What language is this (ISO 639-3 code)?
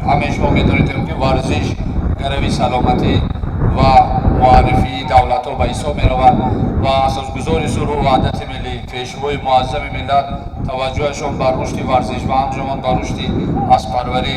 tgk